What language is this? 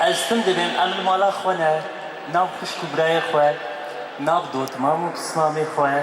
Kurdish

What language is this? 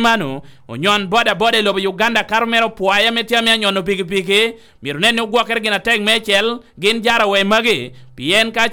Lango (Uganda)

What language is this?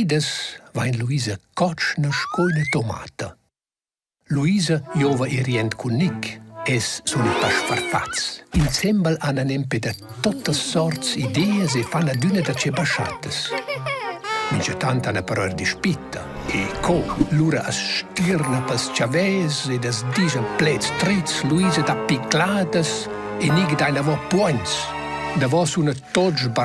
Romansh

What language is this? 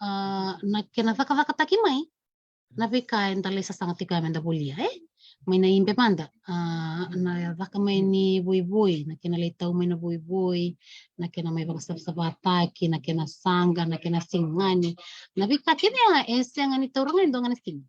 Fijian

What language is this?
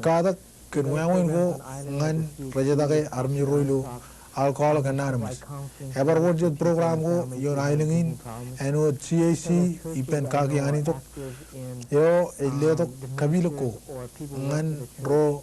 Marshallese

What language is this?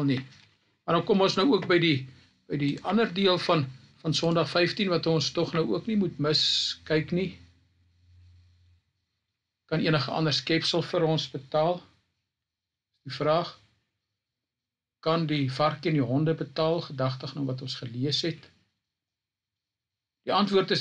Afrikaans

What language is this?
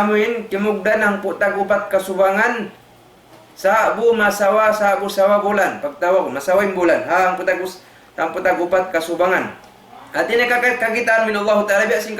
Tausug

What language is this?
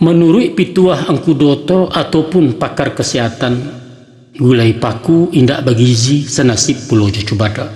Minangkabau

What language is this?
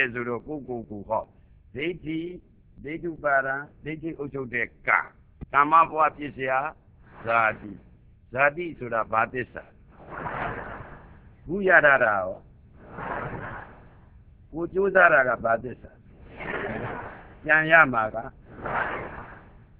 Burmese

